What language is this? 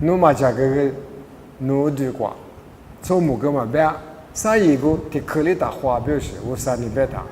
Lisu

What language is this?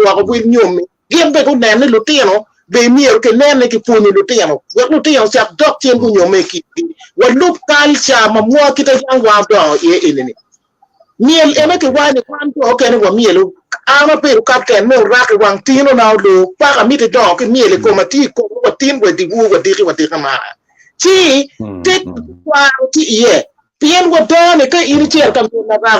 Acoli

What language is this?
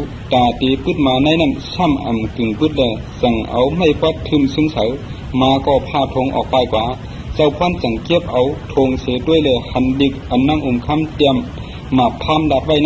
Shan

